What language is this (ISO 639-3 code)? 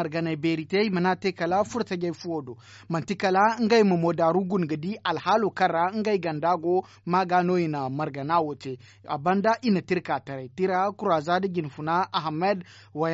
dje